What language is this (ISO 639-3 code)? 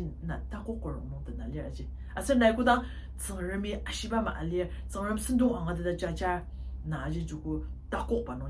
njo